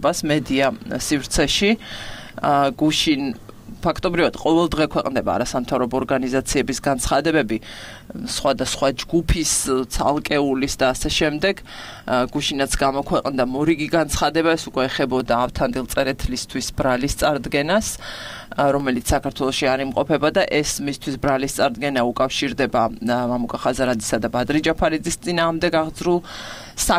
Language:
Georgian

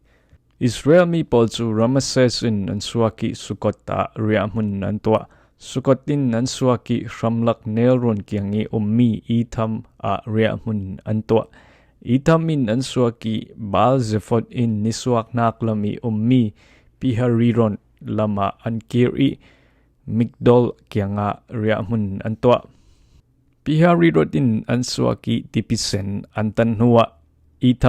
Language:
Falam Chin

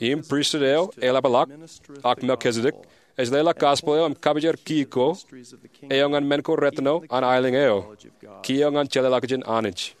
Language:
Marshallese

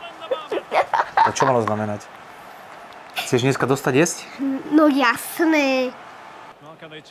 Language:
Slovak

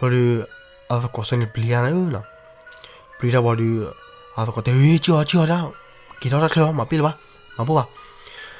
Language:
S'gaw Karen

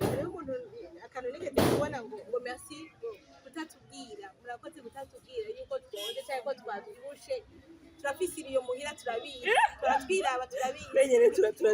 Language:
Rundi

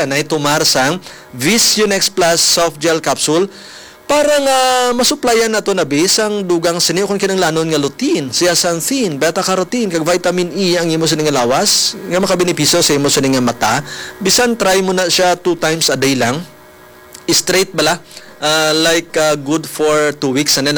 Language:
Hiligaynon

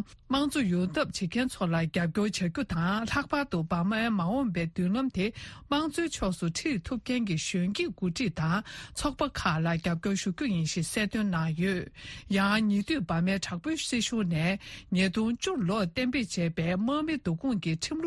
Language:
Tibetan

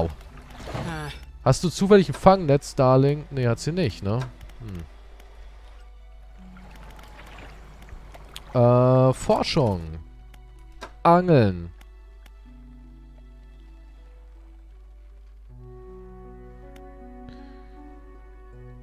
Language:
German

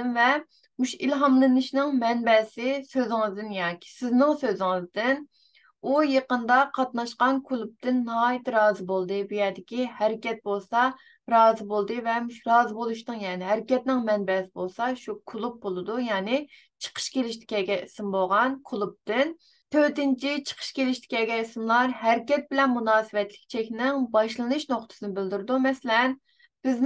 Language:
Uyghur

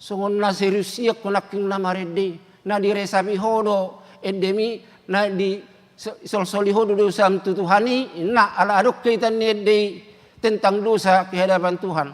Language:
Batak Toba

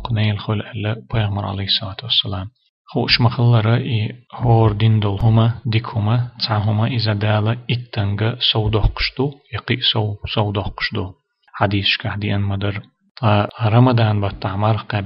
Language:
Chechen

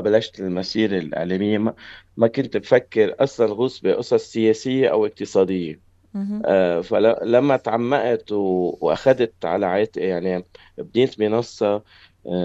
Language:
North Levantine Arabic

